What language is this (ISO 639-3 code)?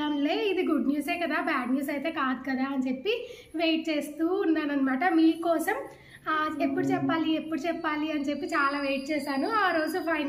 tel